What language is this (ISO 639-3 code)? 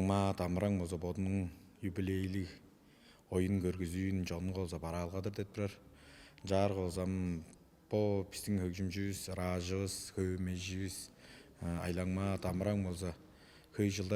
tyv